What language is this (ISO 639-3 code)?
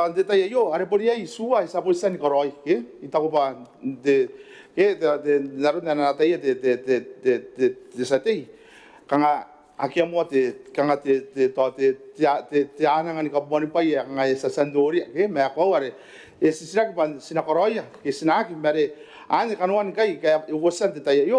gil